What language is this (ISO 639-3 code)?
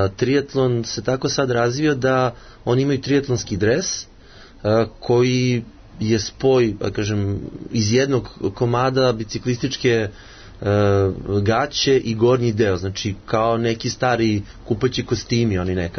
srp